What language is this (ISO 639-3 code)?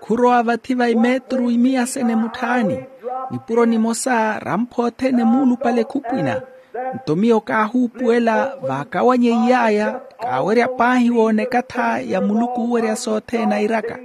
vmw